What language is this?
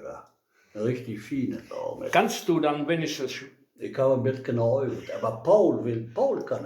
Westphalien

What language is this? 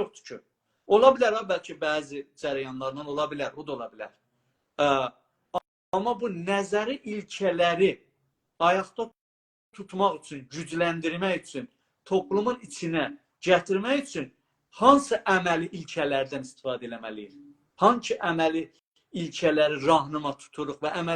South Azerbaijani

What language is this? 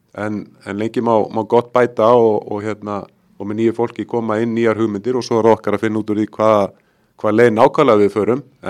Icelandic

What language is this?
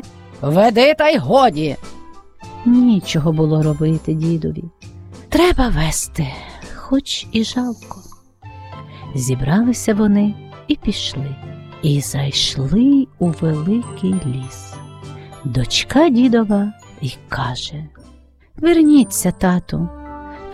Ukrainian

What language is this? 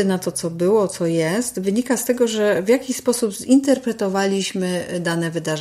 Polish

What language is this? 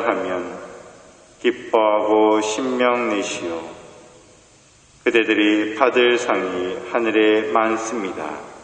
Korean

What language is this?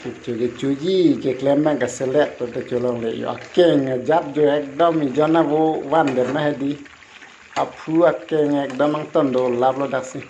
Karbi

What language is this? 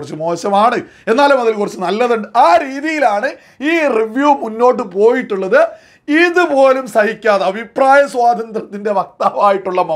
Malayalam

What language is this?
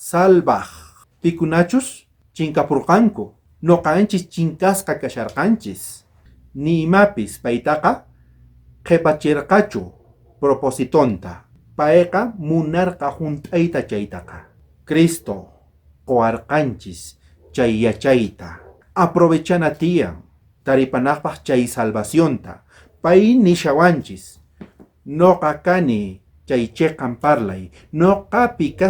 South Bolivian Quechua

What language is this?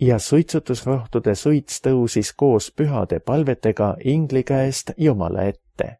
Estonian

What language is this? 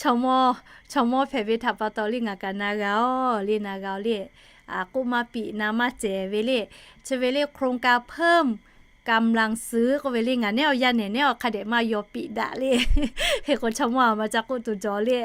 Lahu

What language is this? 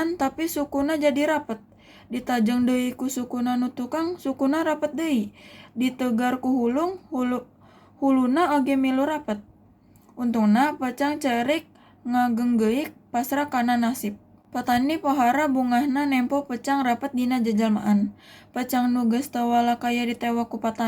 Sundanese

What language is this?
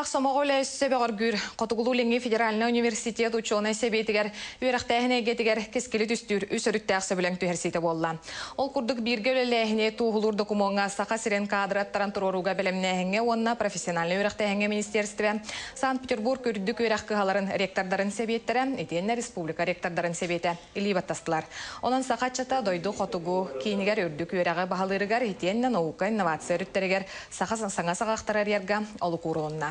Yakut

